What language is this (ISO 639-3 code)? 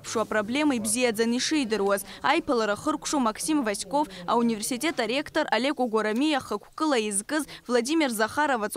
abk